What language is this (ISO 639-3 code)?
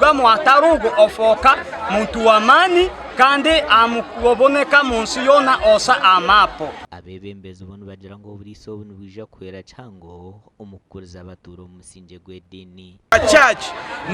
nyn